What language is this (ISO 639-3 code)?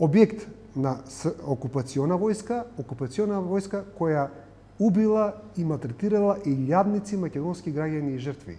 mkd